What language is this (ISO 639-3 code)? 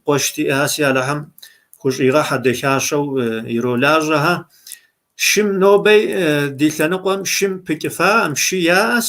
kbd